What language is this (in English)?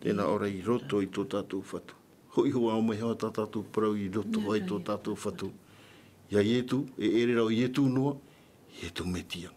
Tahitian